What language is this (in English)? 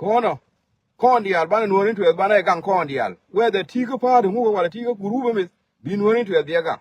Nuer